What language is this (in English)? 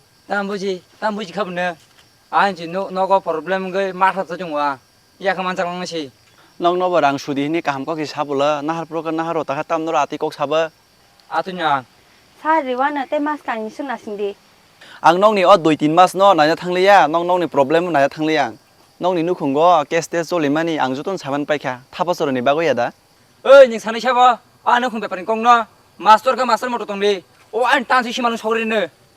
Kok Borok